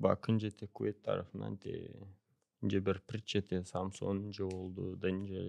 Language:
Gagauz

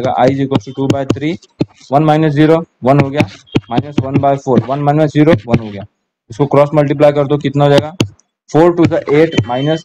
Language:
Hindi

